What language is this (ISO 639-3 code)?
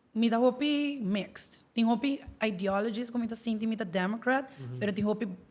pap